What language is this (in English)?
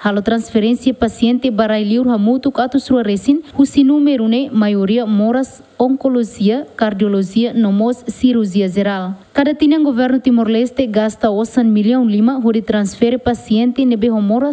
Tetum